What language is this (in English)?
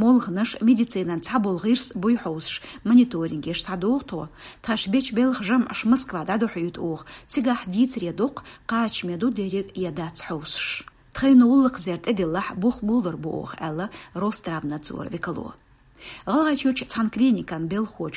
Chechen